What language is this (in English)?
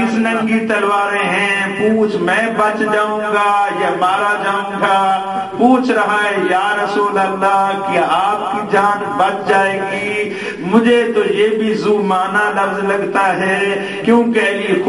Urdu